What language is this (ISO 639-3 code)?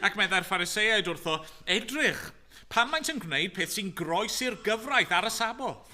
cym